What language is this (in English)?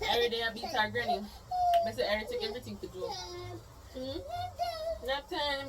Jamaican Creole English